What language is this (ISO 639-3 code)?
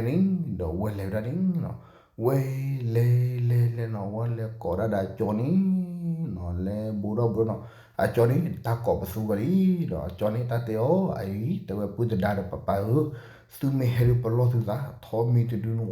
ksw